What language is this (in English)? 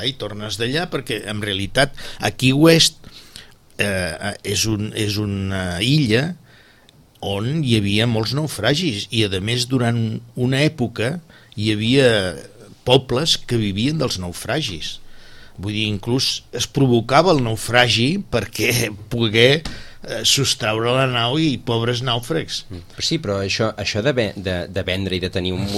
Catalan